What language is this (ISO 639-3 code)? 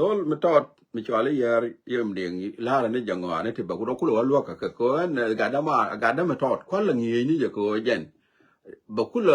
nus